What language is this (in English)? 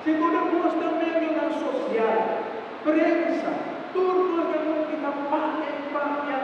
Papiamento